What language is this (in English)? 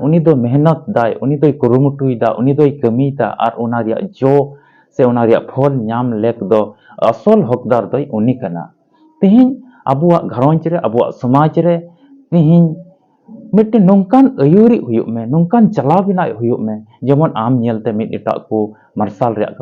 Santali